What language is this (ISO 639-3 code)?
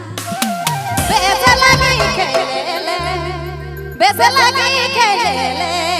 sck